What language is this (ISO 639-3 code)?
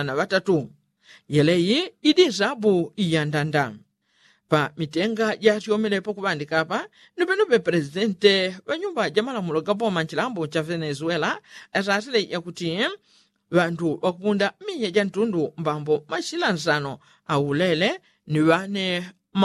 yao